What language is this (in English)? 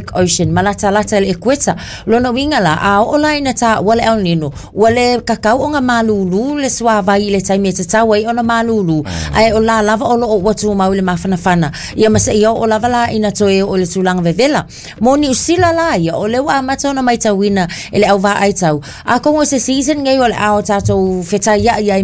Samoan